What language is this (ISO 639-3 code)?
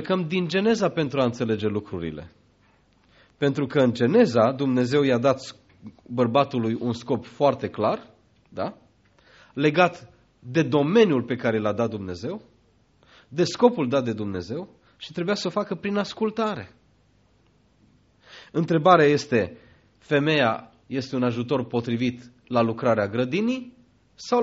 ron